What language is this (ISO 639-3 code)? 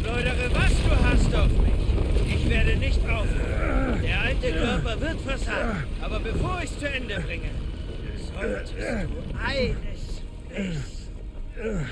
bar